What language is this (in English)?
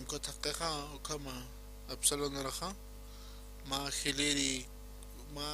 Aymara